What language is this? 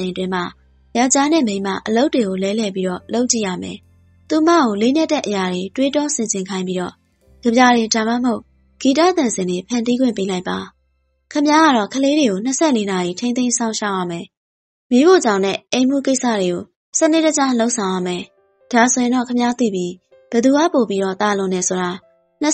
Burmese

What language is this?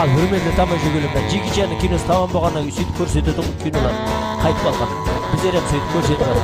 Kara-Kalpak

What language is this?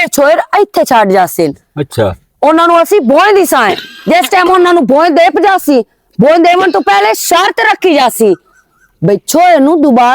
Western Panjabi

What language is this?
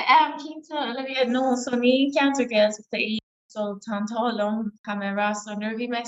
Irish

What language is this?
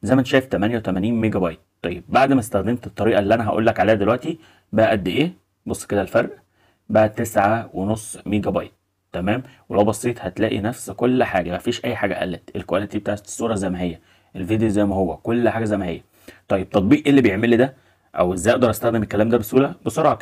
Egyptian Arabic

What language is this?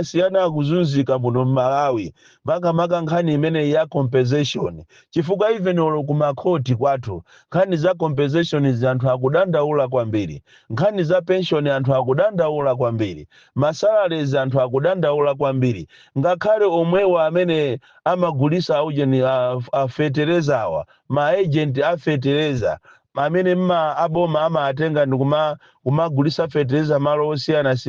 Nyanja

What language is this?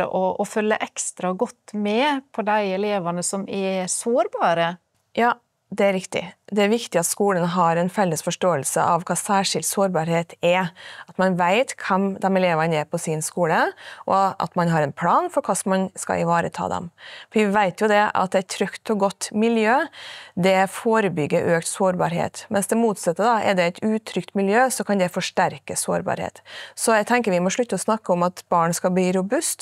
Norwegian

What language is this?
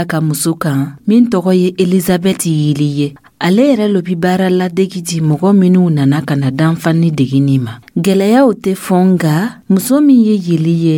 Dyula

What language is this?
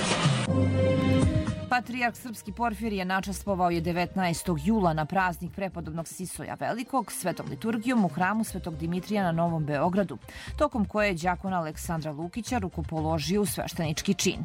Serbian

